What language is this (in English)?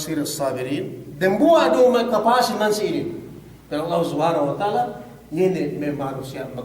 Yakan